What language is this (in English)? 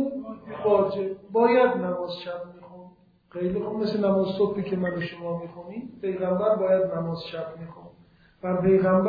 Persian